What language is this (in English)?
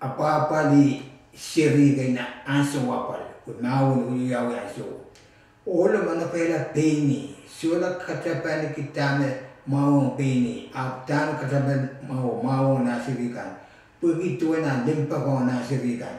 Pohnpeian